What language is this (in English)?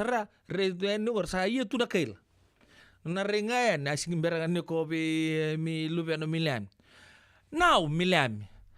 Fijian